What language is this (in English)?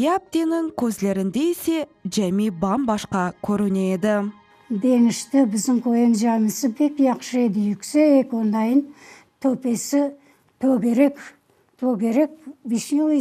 Crimean Tatar